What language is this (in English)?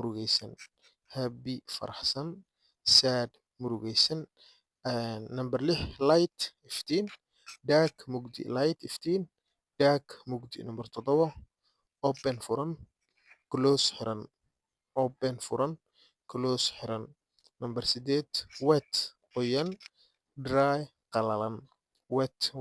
Somali